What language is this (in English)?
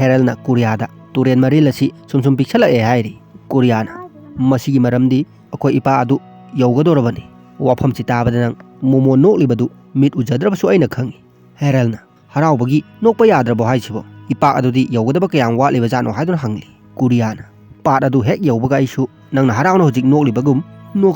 Manipuri